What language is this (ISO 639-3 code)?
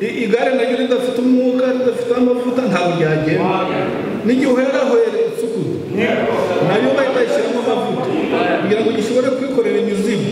kin